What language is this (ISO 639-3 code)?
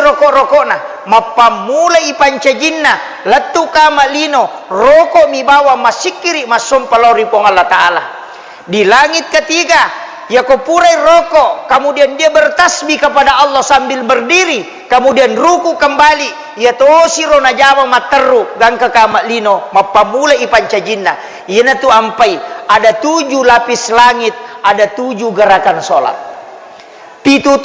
bug